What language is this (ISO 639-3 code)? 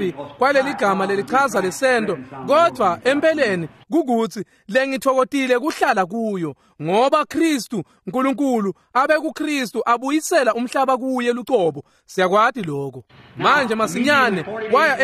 ssw